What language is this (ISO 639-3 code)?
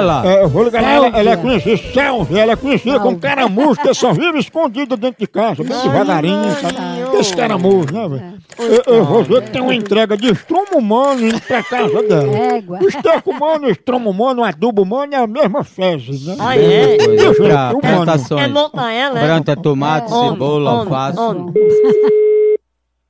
por